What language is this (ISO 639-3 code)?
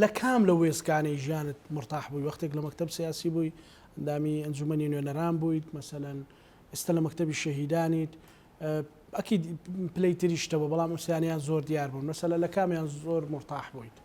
ckb